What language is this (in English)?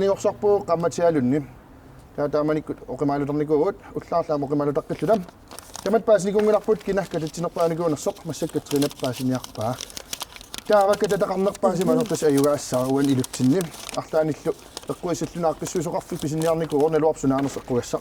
Kalaallisut